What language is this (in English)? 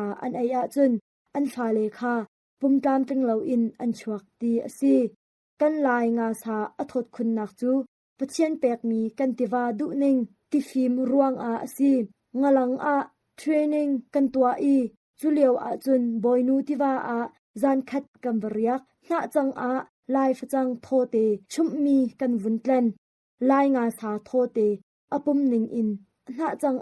Hakha Chin